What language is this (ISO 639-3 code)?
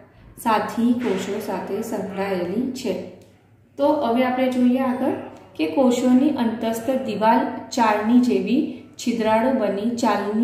guj